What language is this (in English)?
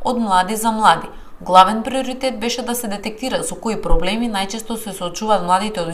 Macedonian